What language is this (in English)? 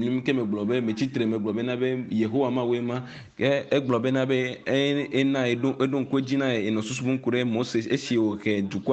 Ewe